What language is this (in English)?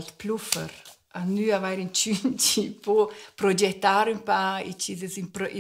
Romansh